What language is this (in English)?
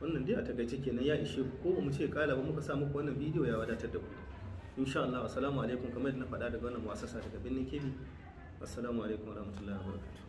Hausa